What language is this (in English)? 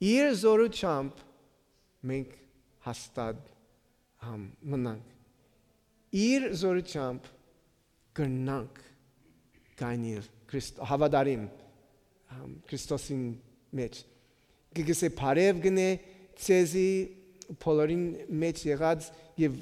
Western Armenian